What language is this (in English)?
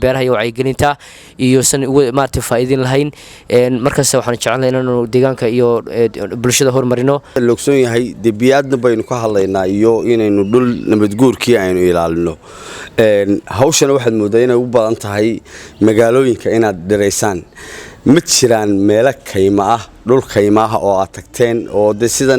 Somali